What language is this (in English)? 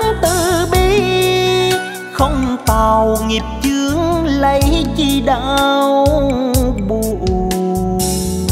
Vietnamese